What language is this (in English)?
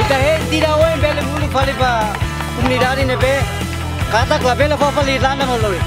Tetum